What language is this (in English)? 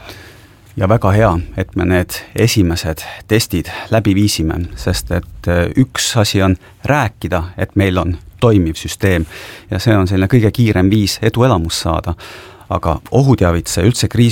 Estonian